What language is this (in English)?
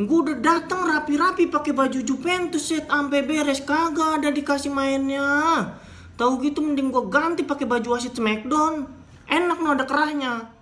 Betawi